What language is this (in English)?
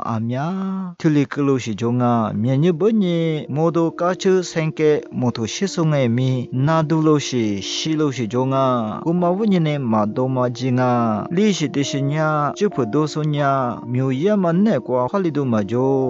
Lisu